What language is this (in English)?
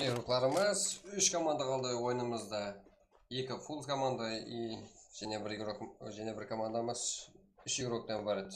Kara-Kalpak